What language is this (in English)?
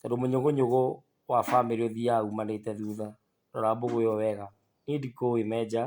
Kikuyu